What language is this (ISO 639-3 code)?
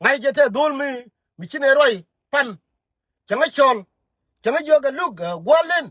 nus